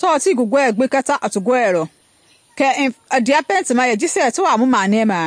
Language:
Mende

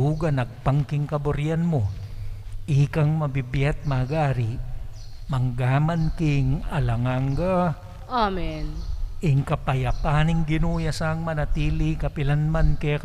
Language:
Pampanga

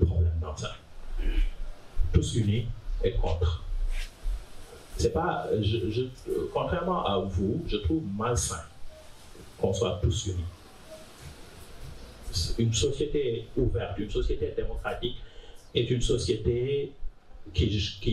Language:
French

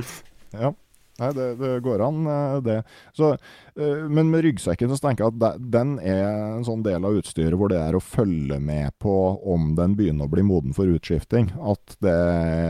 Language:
Norwegian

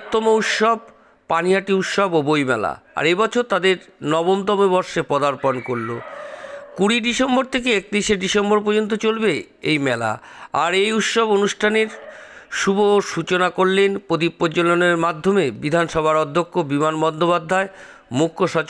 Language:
Bangla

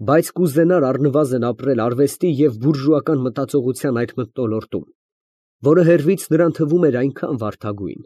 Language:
Armenian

